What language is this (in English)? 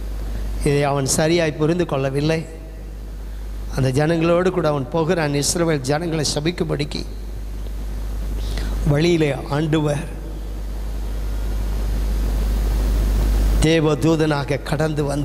Tamil